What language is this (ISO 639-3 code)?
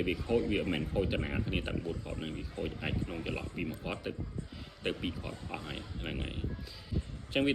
khm